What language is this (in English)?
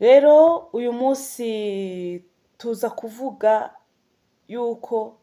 Rundi